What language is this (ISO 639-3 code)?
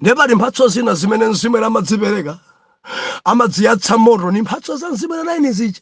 nya